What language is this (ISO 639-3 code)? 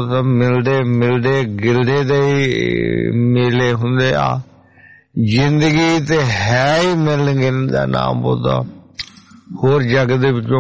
pan